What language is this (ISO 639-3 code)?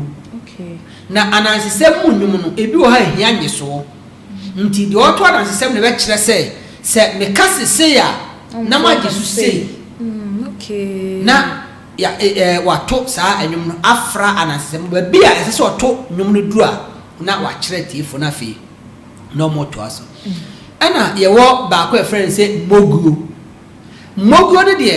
aka